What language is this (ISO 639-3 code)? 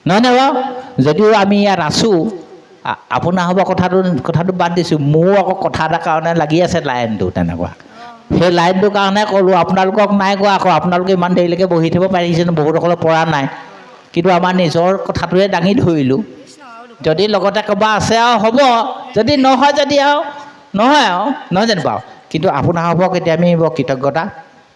asm